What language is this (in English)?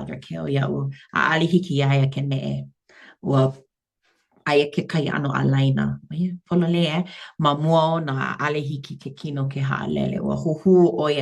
Hawaiian